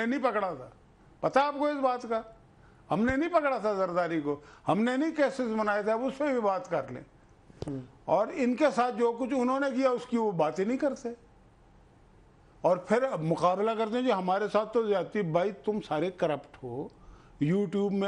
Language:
Urdu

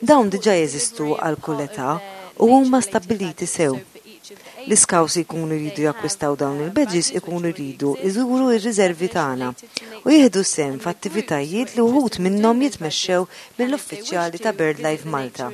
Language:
Maltese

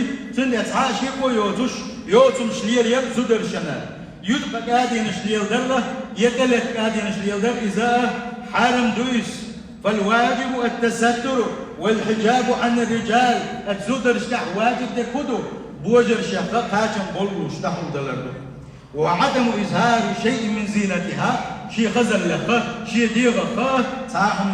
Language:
Chechen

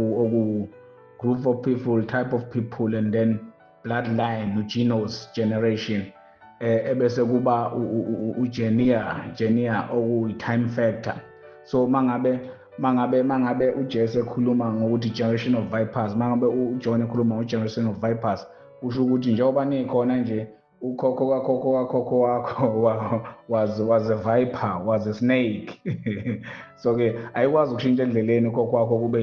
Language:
Zulu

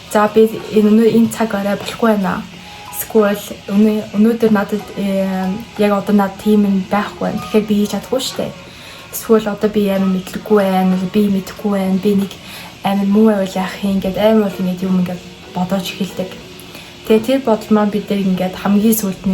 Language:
Mongolian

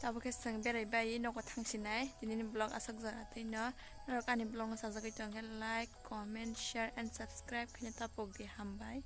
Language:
Kok Borok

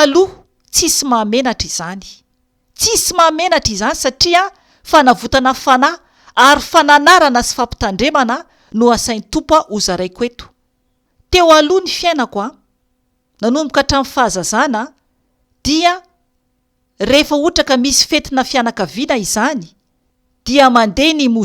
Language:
Malagasy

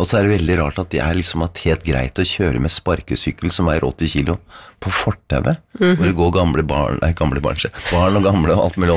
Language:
Norwegian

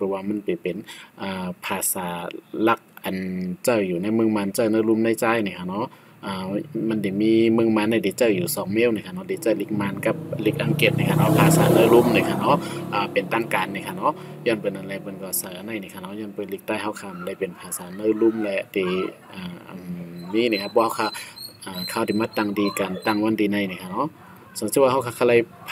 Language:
Shan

